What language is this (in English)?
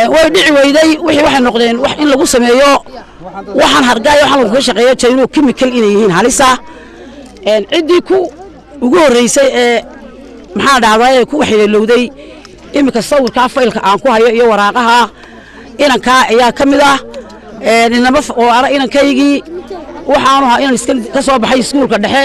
Somali